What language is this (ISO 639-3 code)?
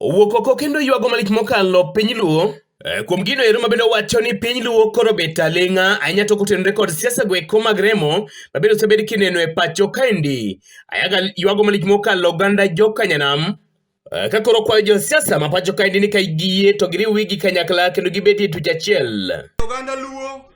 luo